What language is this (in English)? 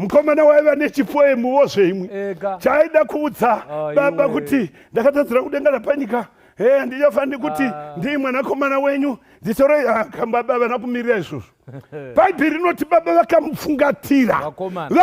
Shona